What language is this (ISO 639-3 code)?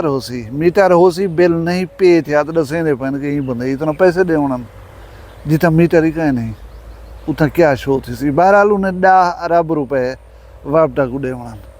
skr